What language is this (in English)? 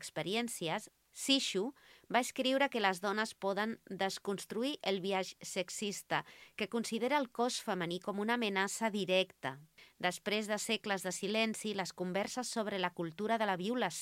Catalan